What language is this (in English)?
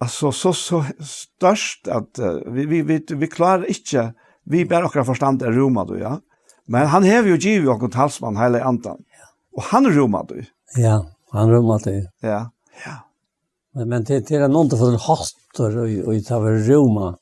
Faroese